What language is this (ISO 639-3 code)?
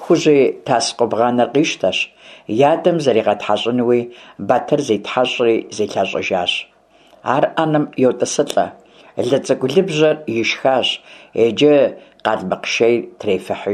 kbd